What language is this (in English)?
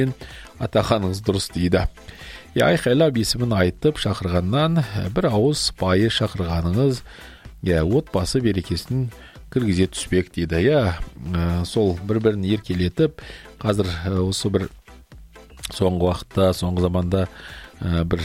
Kazakh